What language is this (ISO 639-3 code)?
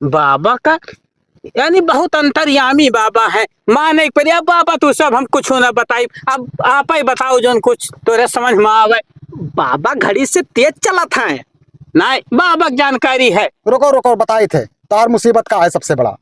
awa